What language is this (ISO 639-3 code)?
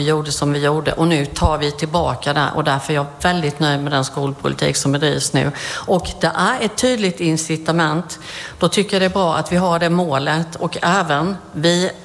swe